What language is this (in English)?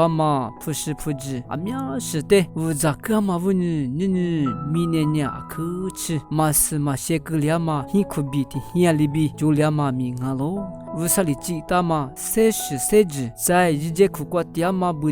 Lisu